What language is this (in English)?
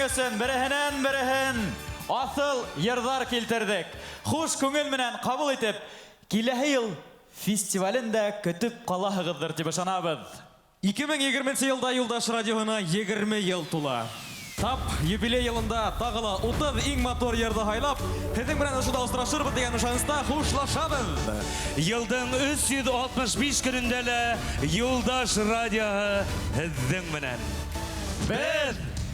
Bashkir